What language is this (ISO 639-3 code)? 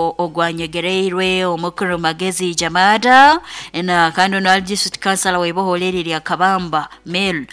nyo